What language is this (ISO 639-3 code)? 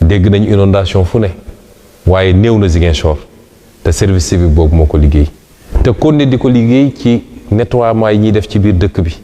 wol